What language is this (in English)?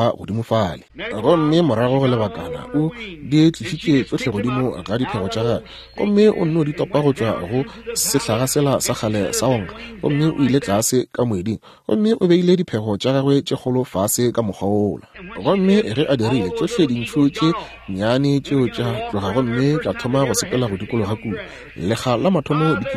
Northern Sotho